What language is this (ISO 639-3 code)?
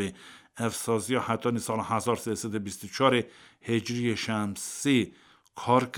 kur